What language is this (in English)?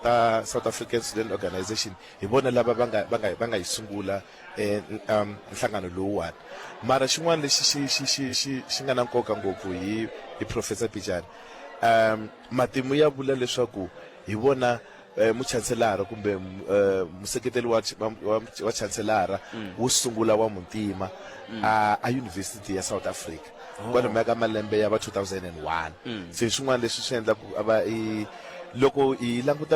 Tsonga